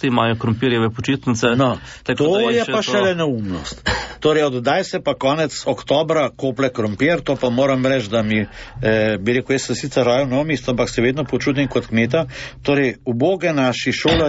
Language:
Slovenian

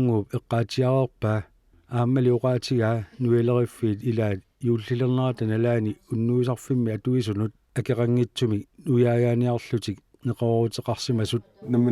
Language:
Kalaallisut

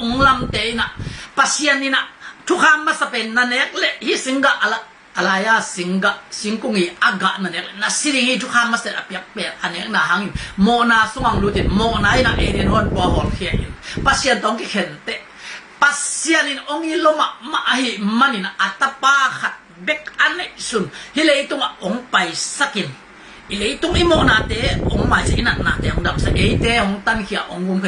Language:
Tedim Chin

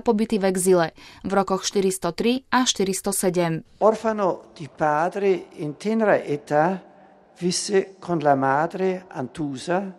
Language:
Slovak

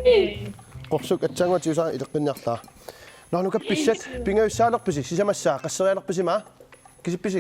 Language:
Kalaallisut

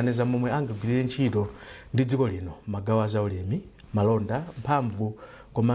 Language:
Nyanja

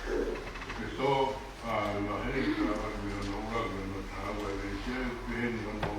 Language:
Tongan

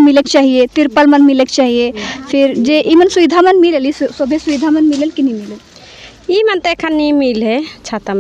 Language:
Sadri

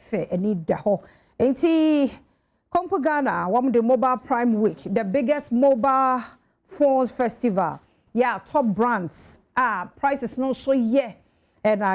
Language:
Akan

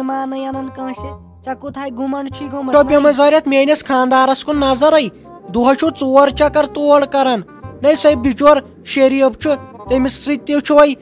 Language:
Kashmiri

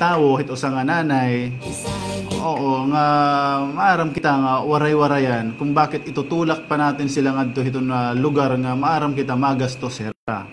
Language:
Waray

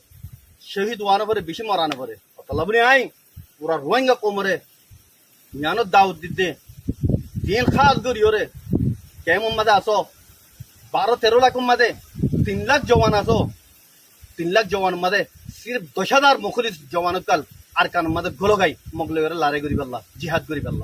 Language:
Rohingya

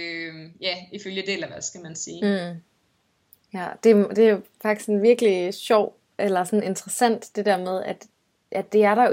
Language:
Danish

